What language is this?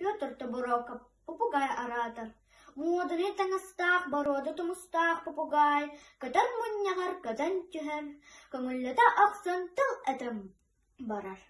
Yakut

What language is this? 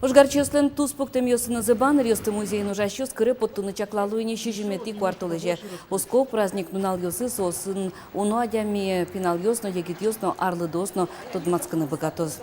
Udmurt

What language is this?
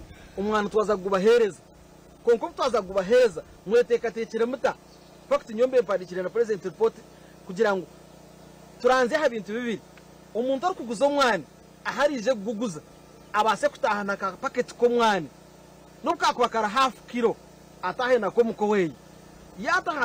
Nyankole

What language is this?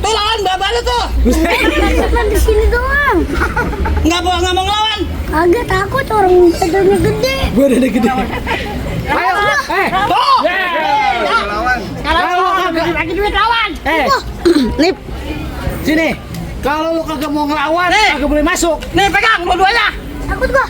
Betawi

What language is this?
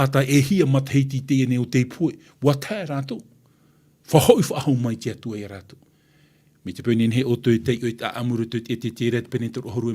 Tahitian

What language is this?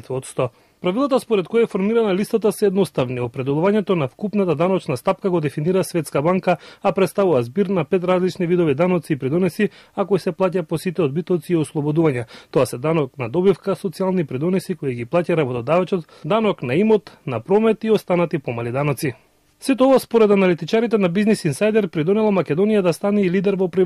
Macedonian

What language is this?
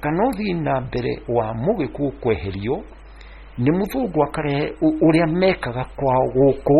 Kikuyu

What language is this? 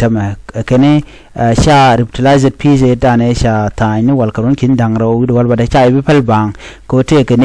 Nuer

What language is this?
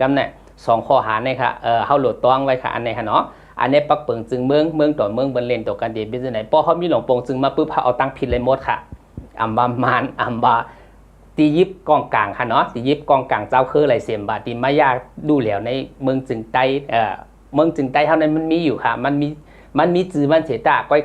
Shan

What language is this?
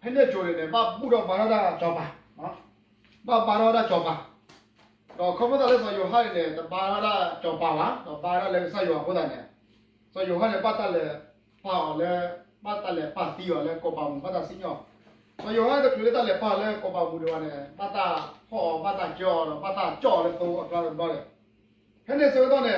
S'gaw Karen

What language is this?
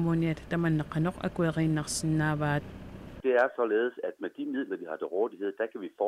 Kalaallisut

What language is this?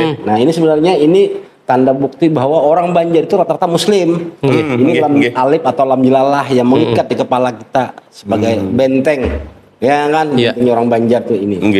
Banjar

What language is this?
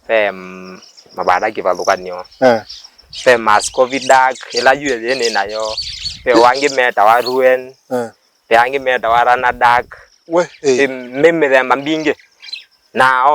Kamba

